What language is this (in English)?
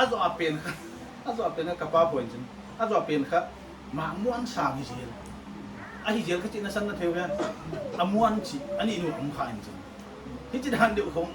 Paite Chin